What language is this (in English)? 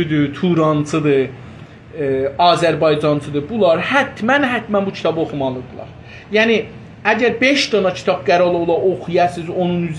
South Azerbaijani